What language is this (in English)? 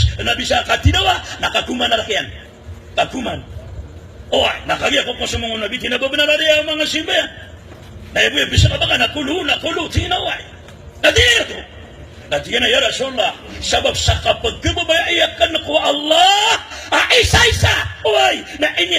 Maranao